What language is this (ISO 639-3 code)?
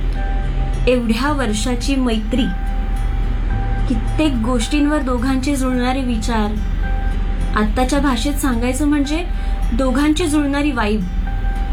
mar